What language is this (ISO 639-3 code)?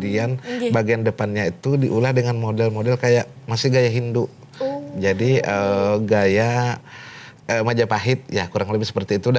bjn